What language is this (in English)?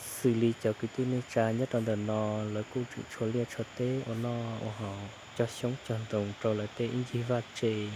Hmong